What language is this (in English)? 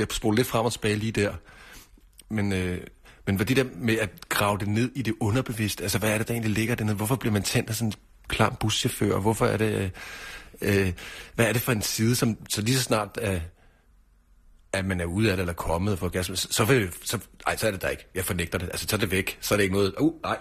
Danish